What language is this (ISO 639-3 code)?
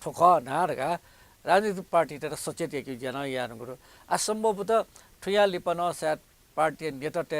new